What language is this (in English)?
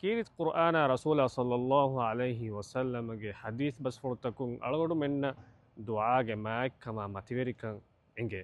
Divehi